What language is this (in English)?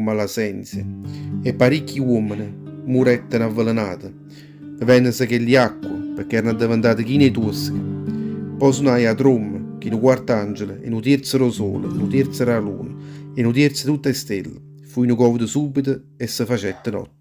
Neapolitan